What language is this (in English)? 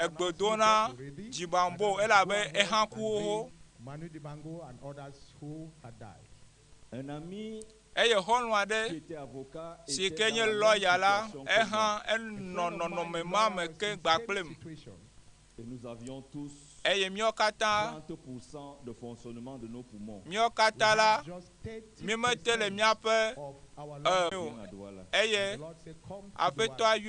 Ewe